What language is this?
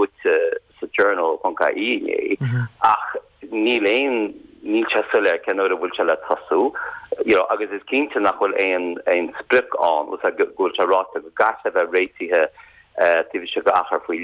Irish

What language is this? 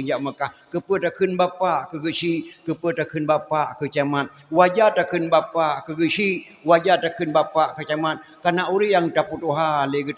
Achinese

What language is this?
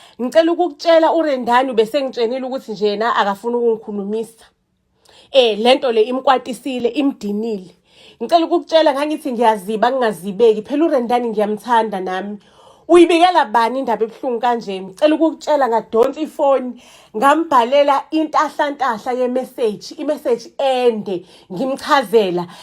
Zulu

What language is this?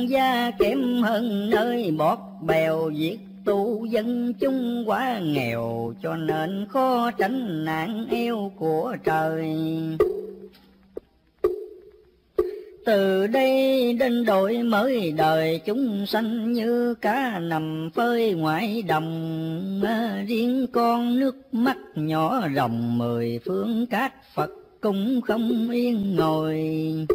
Vietnamese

